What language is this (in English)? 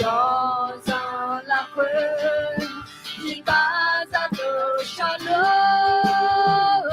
Akha